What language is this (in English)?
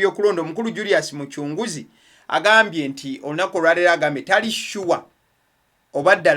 Ganda